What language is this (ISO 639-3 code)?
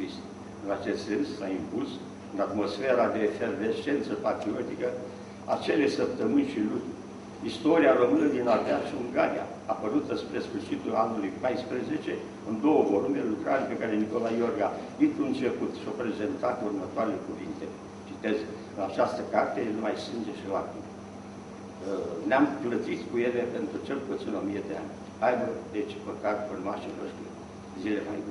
ron